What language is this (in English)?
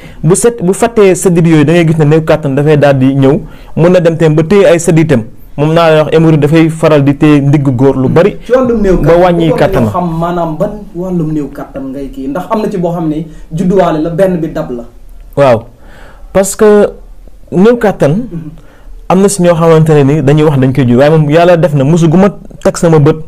Wolof